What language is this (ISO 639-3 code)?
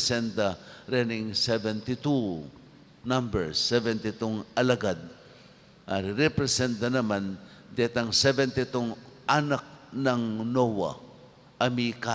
pam